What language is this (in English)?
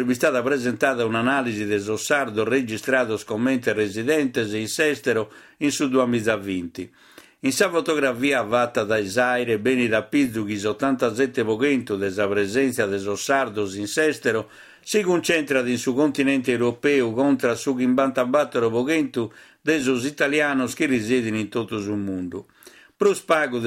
Sardinian